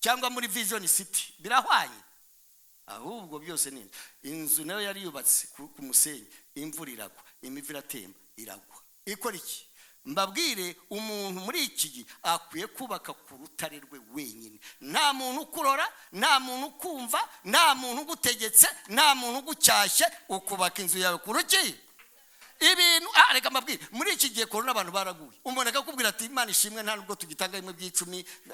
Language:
Kinyarwanda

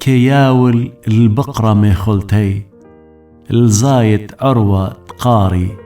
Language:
Assyrian Neo-Aramaic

